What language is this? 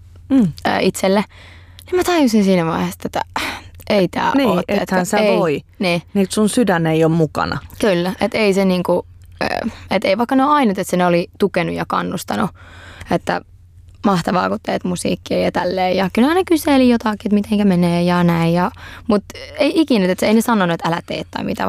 Finnish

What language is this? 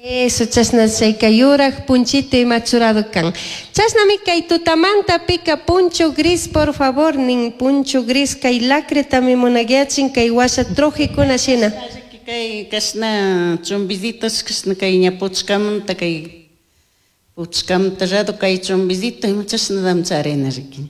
Chimborazo Highland Quichua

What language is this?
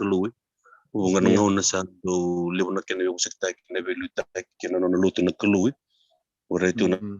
Fijian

